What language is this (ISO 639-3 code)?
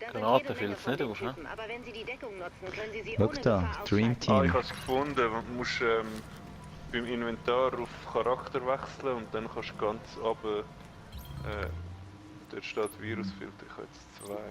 gsw